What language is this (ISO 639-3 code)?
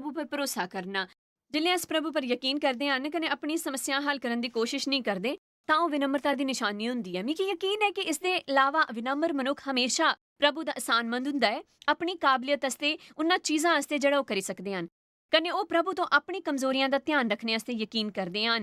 doi